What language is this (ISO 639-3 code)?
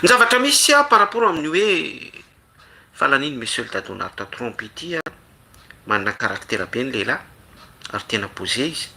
mlg